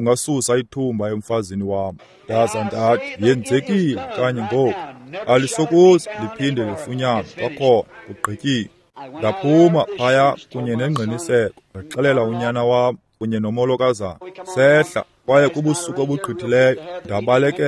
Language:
Xhosa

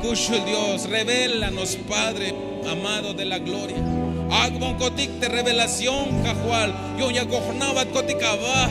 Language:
Tzeltal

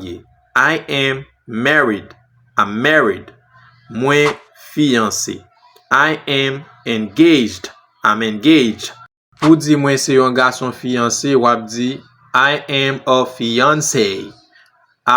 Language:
Haitian Creole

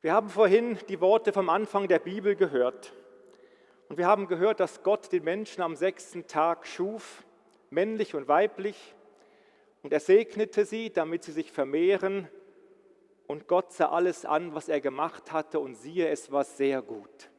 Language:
Swiss German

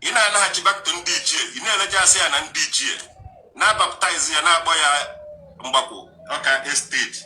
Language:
Igbo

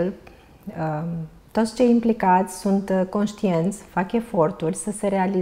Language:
Romanian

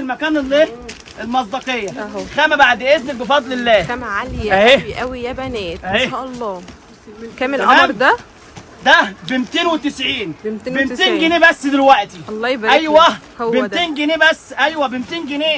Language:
Egyptian Arabic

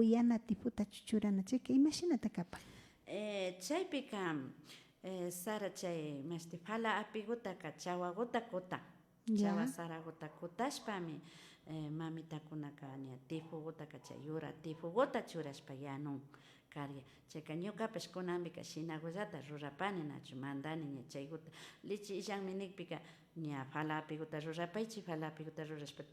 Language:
Imbabura Highland Quichua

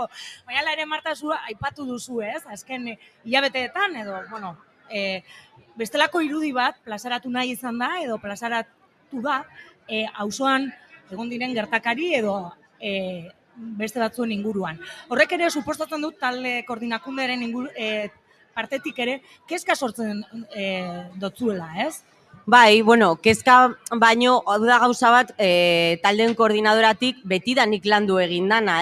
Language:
Basque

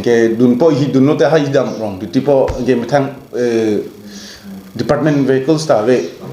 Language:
Karbi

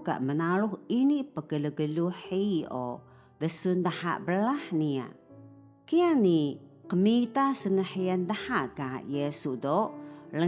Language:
Taroko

